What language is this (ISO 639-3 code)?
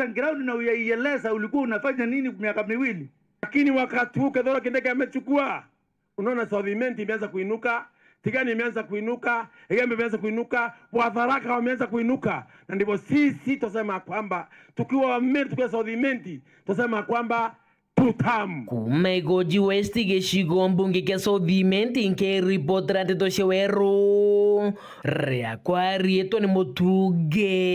mer